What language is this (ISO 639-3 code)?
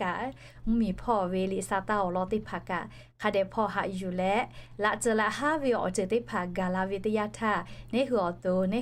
lhu